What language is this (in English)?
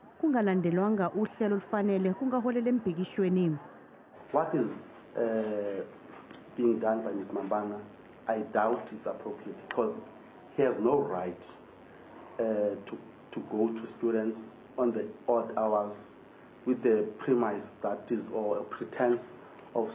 Zulu